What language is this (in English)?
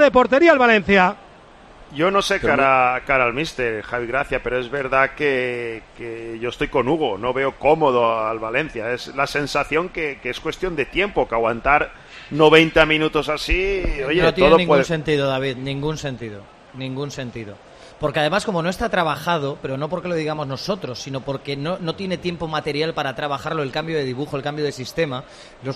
Spanish